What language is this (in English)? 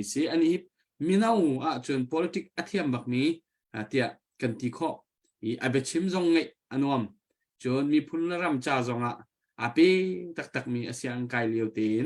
Hakha Chin